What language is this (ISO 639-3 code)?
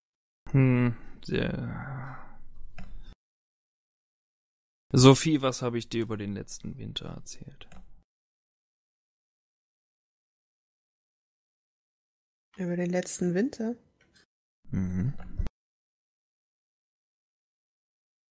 deu